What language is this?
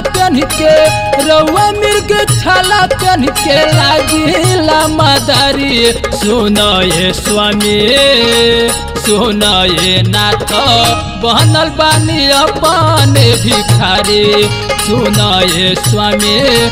Bhojpuri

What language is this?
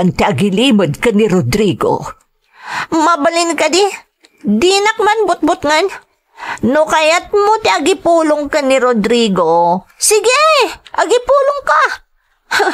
Iloko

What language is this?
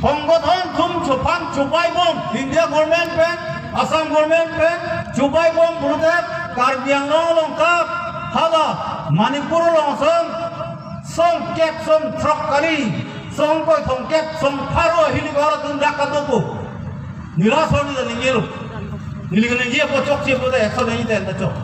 Karbi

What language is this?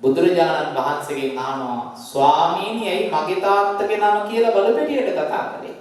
Sinhala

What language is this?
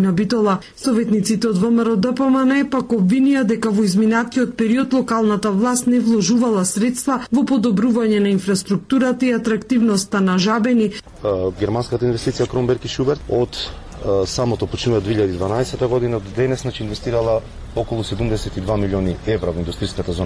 Macedonian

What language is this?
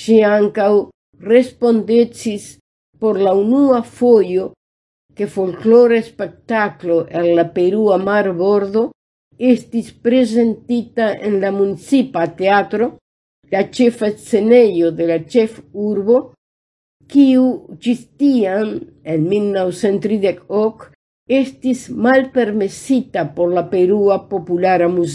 Esperanto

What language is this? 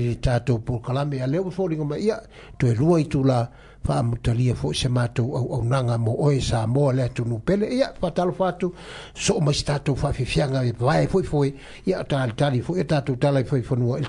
Samoan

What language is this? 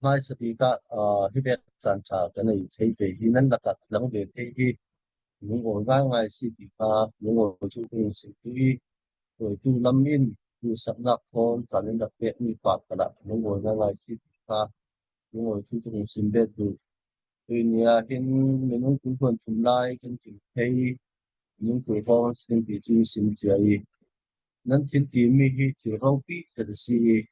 Falam Chin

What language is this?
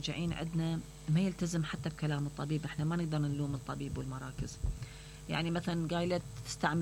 Mesopotamian Arabic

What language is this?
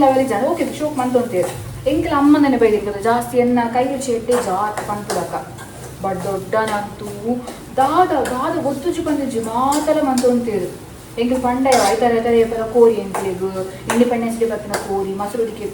Tulu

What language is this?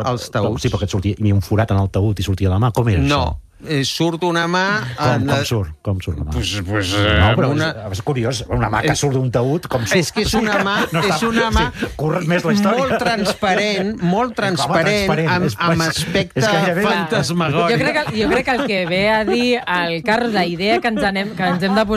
Catalan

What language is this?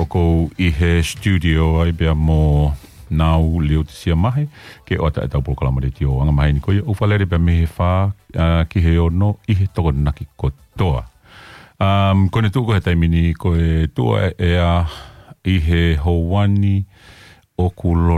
Tongan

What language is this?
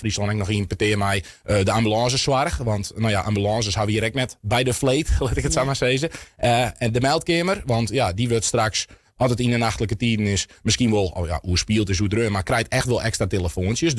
Western Frisian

